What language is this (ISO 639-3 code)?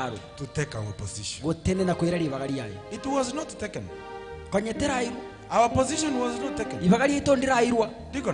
guz